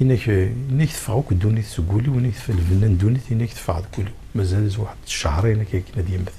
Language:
Kabyle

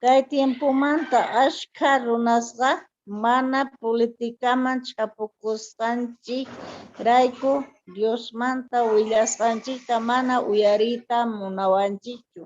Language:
Quechua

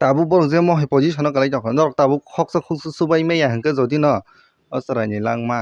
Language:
Kok Borok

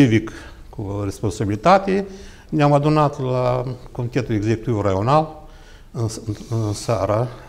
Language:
Romanian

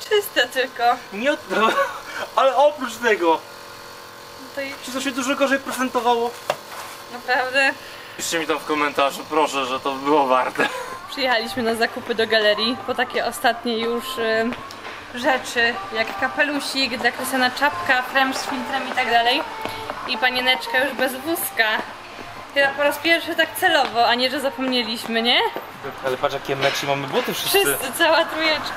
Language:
Polish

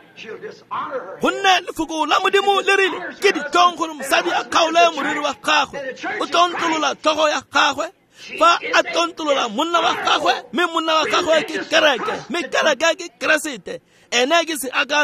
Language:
Tswana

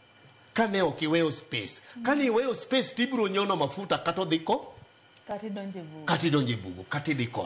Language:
Luo (Kenya and Tanzania)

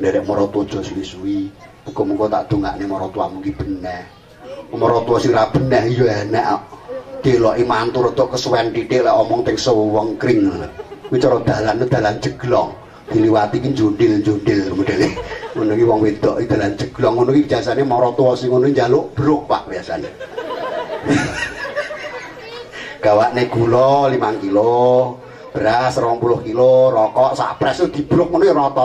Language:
Javanese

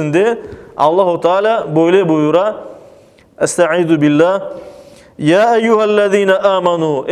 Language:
Crimean Tatar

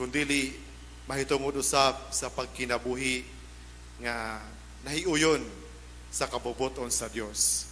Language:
Cebuano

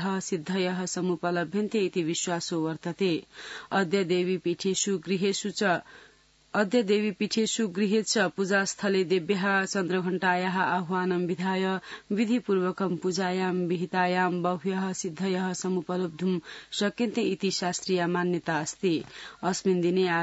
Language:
Sanskrit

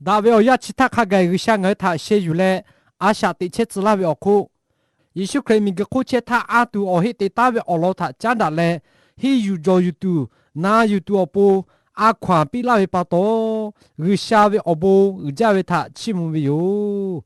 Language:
Lahu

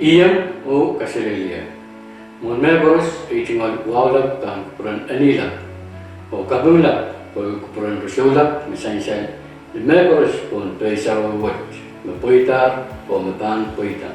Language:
Pohnpeian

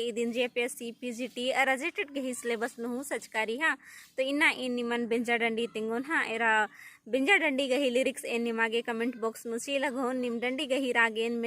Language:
Kurukh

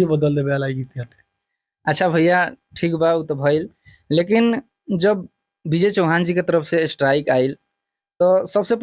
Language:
Bhojpuri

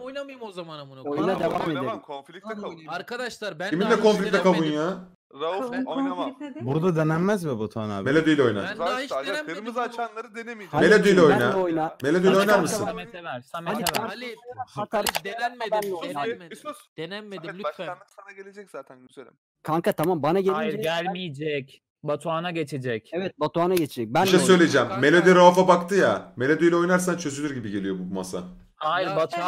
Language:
Turkish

